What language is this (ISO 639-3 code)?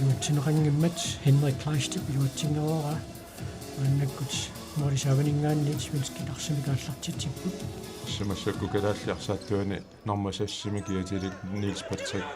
kal